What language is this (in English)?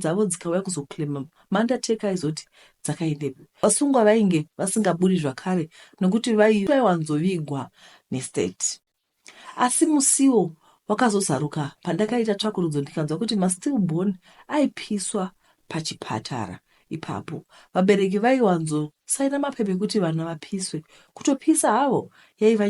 Shona